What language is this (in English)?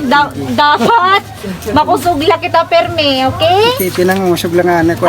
Waray